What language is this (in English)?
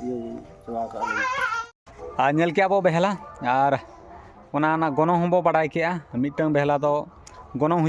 Santali